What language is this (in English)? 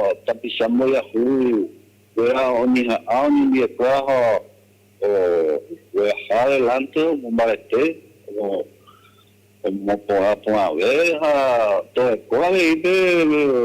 Guarani